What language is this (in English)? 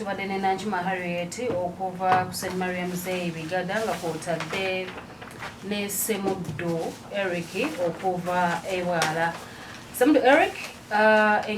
Ganda